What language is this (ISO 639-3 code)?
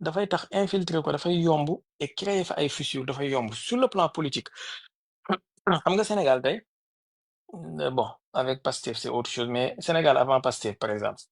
wol